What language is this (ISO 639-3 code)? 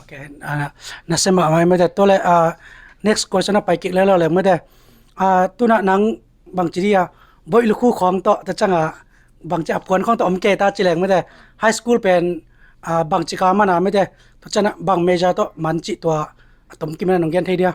ctd